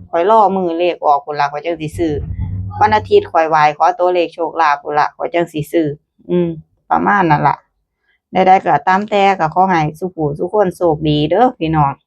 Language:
Northeastern Thai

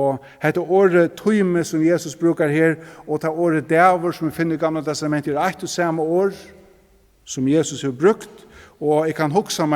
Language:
Faroese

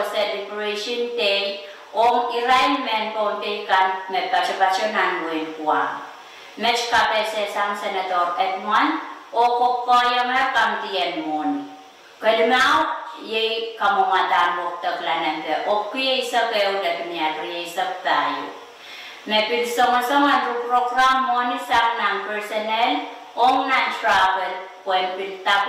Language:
Pohnpeian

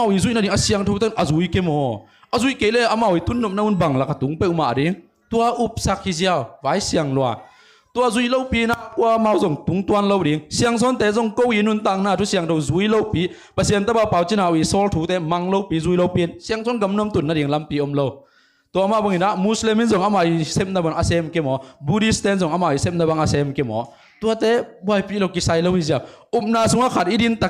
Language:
Tedim Chin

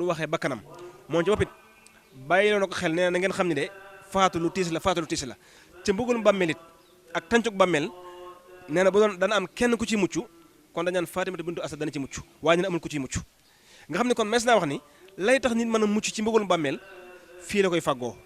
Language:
Wolof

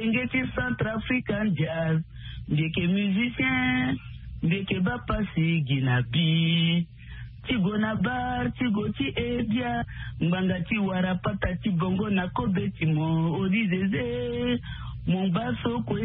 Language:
Sango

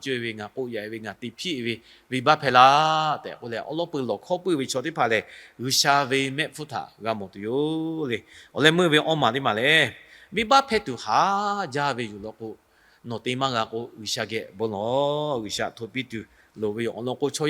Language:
Lahu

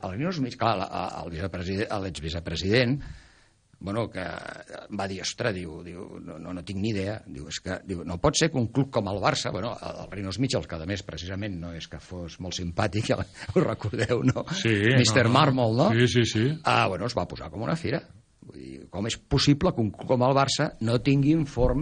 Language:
Catalan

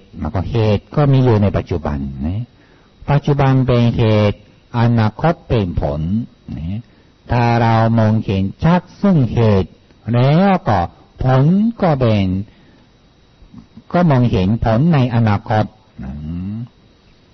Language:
Thai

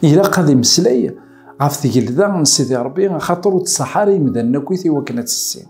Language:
Kabyle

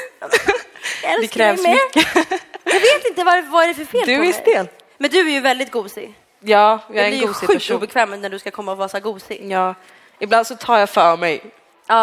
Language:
Swedish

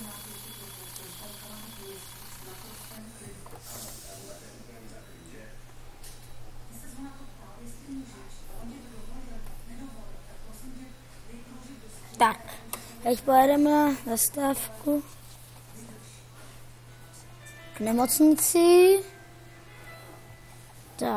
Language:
Czech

